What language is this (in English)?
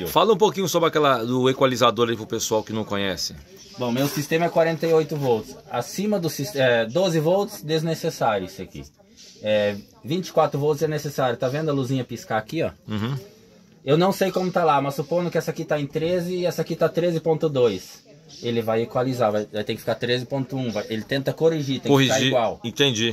Portuguese